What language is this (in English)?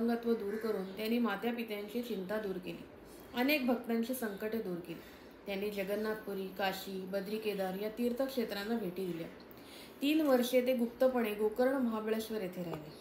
Marathi